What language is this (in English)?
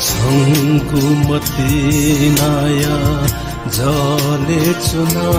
Newari